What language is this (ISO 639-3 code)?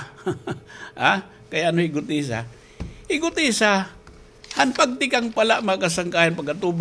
war